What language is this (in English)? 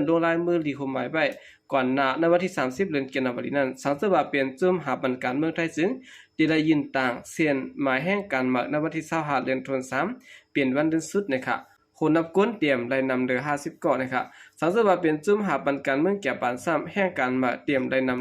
Shan